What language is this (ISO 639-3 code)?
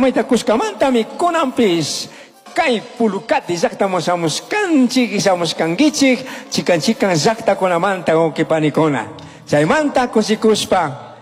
qug